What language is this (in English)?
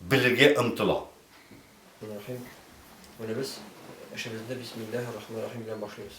Tatar